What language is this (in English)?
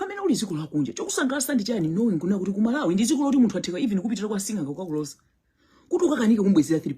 Nyanja